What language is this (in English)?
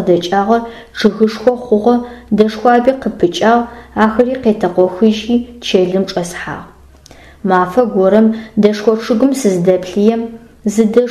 Adyghe